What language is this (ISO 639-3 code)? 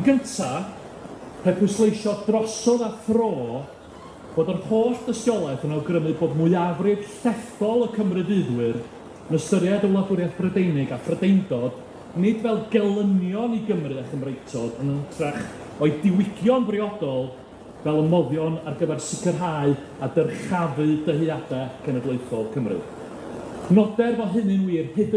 cym